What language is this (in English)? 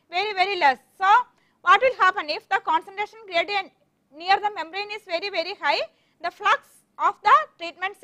English